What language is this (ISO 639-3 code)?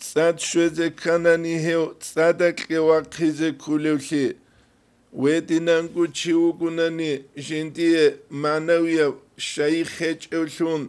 ava